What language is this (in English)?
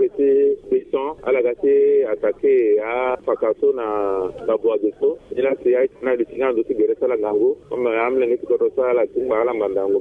Sango